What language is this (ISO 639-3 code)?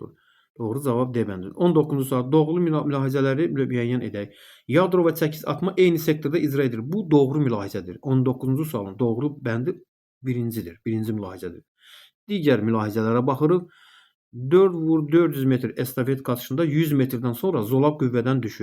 aze